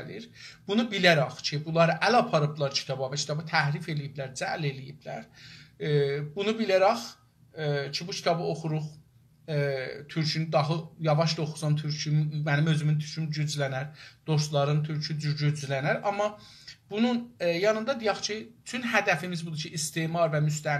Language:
South Azerbaijani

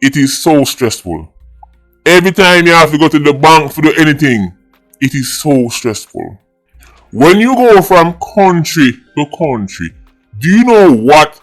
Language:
Jamaican Creole English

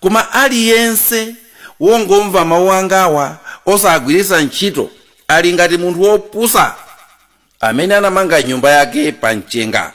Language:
Nyanja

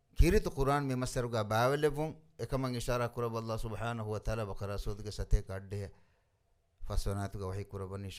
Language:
Divehi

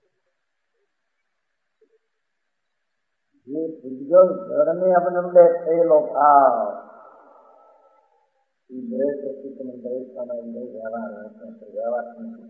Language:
Gujarati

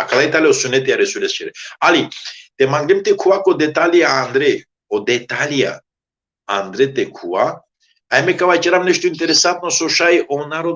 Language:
Balkan Romani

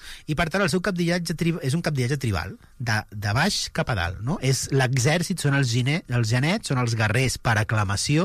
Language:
Catalan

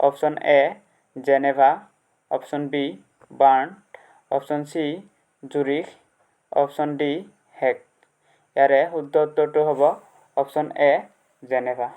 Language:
Assamese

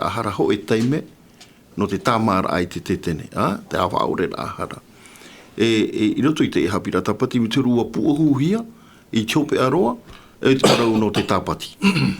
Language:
Tahitian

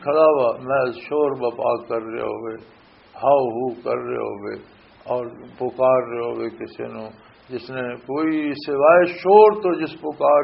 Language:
Western Panjabi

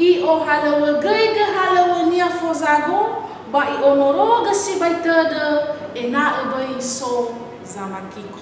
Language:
Nias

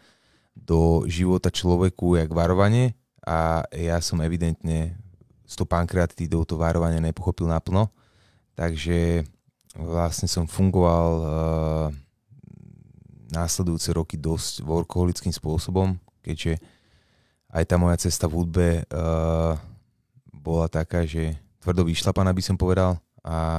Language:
Slovak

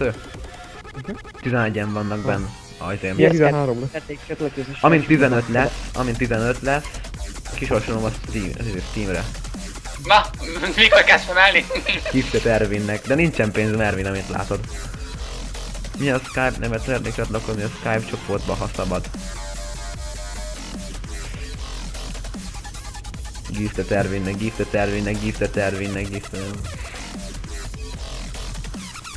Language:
Hungarian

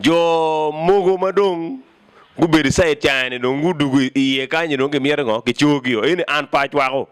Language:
Acoli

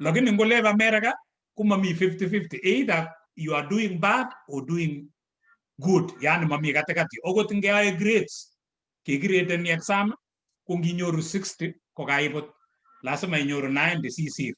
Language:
Kalenjin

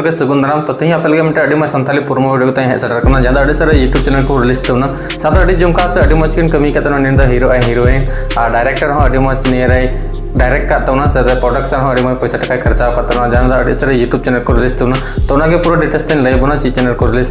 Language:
Santali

